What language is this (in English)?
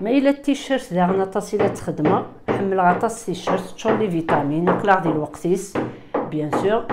Kabyle